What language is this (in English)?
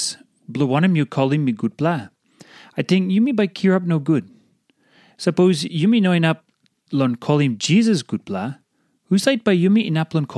Tok Pisin